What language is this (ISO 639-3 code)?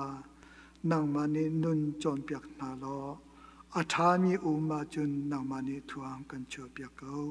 cnh